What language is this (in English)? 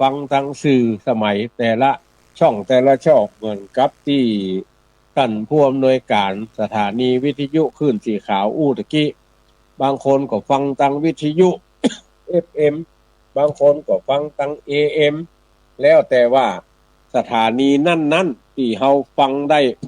Northern Thai